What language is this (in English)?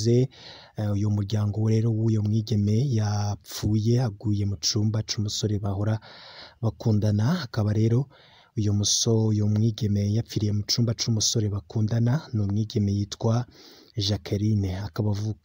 Rundi